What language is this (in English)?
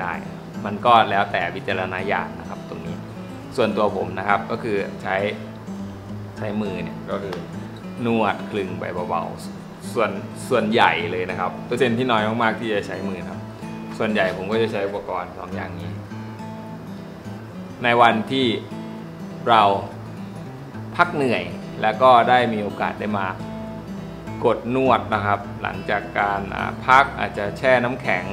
Thai